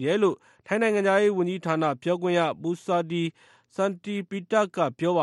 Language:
Burmese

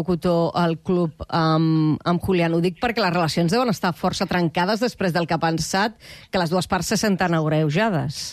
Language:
Catalan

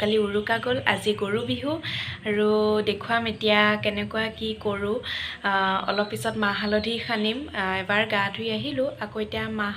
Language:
Assamese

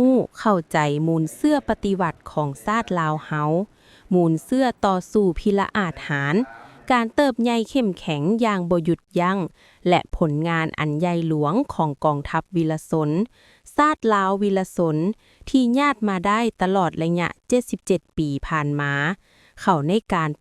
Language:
Lao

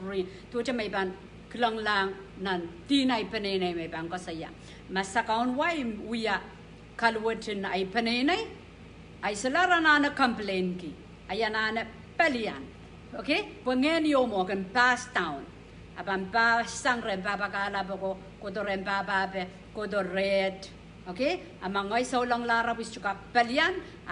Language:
Pohnpeian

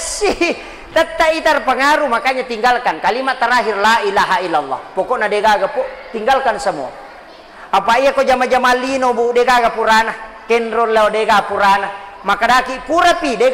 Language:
Buginese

